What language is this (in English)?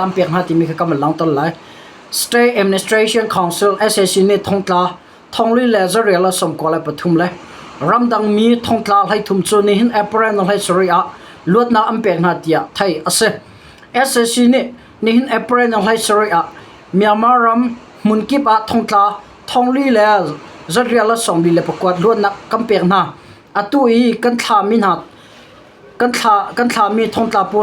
Hakha Chin